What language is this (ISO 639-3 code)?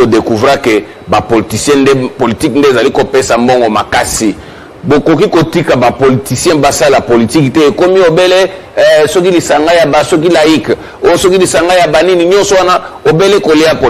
lin